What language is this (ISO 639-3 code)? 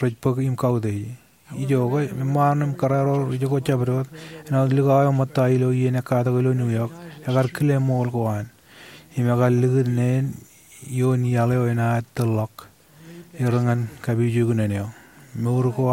mah